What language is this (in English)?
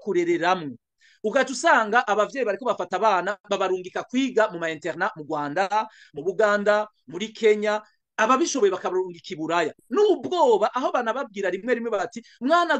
Rundi